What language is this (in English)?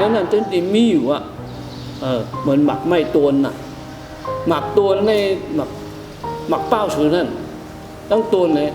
Shan